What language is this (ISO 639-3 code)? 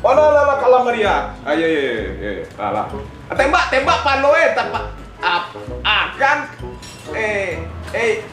min